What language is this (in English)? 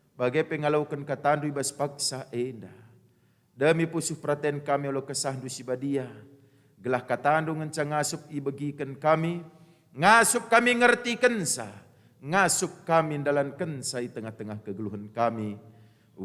Batak Karo